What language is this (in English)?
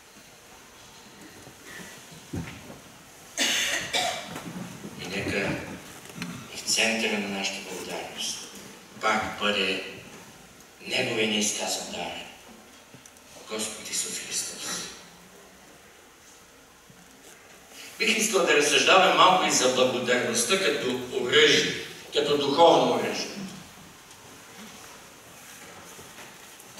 Bulgarian